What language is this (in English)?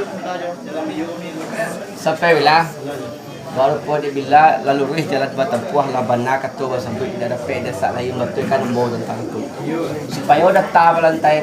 Minangkabau